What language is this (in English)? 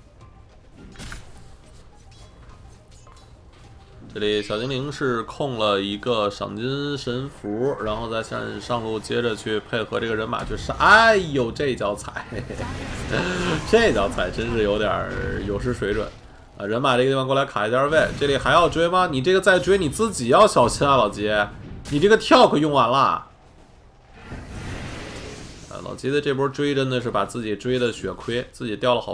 Chinese